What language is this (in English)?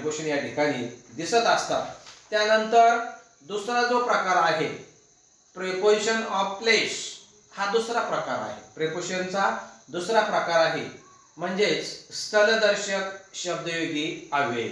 Marathi